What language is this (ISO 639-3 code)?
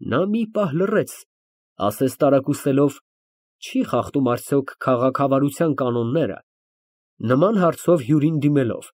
hye